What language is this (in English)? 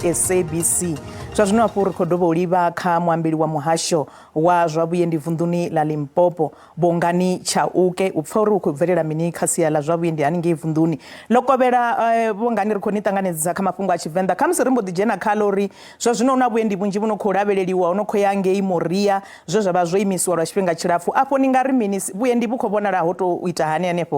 Venda